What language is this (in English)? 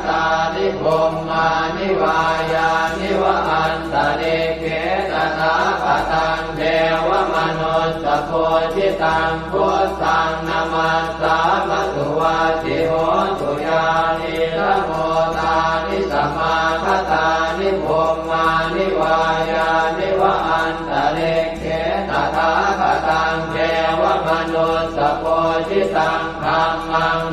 Pali